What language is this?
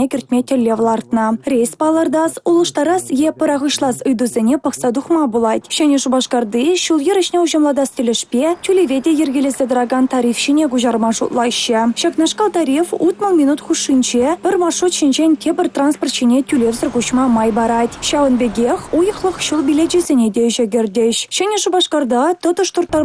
Chuvash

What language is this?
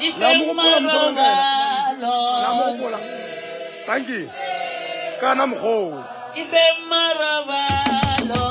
Northern Sotho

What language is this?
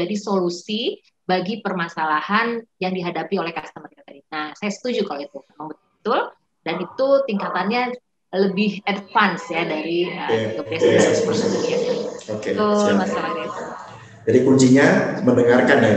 Indonesian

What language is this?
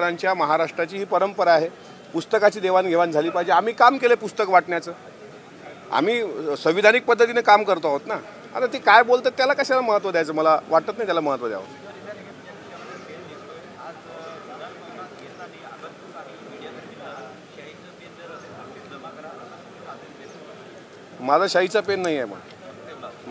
Marathi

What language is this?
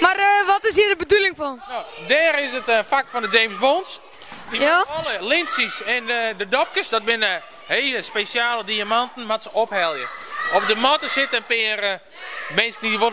Western Frisian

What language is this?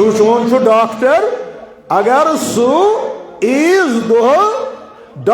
Kashmiri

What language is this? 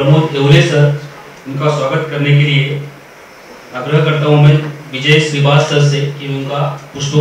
Marathi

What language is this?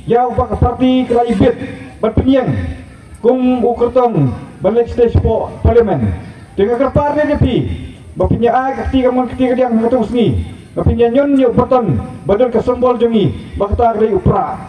Khasi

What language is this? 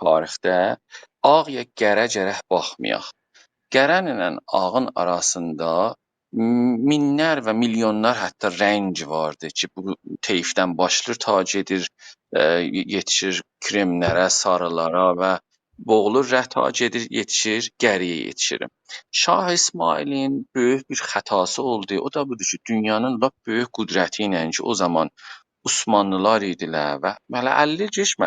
South Azerbaijani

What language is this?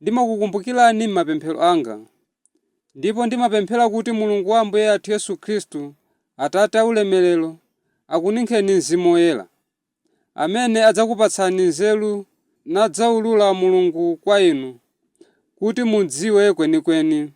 Nyanja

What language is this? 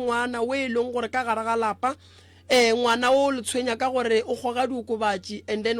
Northern Sotho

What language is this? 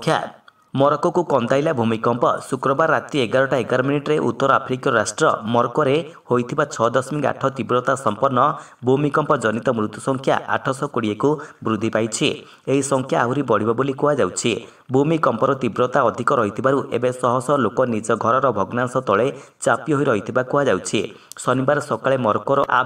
Odia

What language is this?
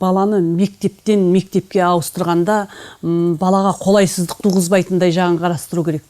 Kazakh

